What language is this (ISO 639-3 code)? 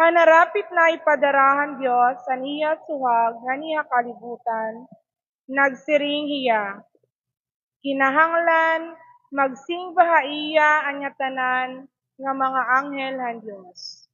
war